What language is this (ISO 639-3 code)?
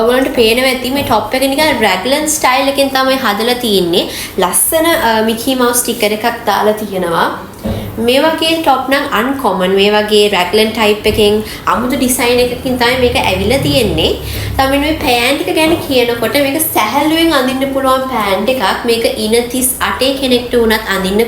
sin